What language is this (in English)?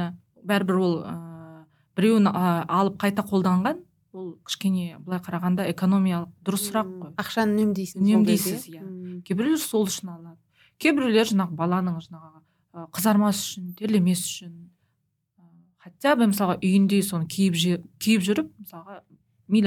Kazakh